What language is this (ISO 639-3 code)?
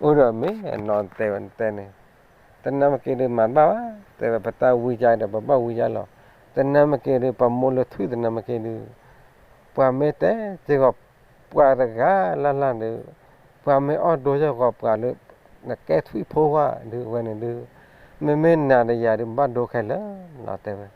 ksw